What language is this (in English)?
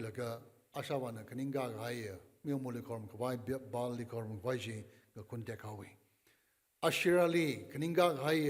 Tangkhul Naga (India)